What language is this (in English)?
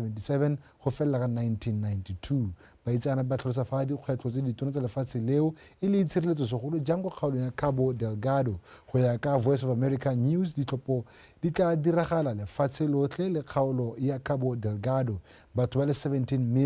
Tswana